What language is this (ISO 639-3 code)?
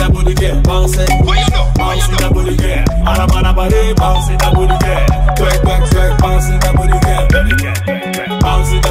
eng